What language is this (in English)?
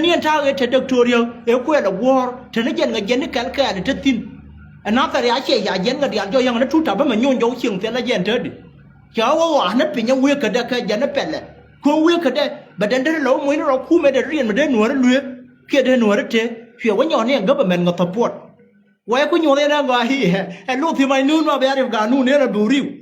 Nuer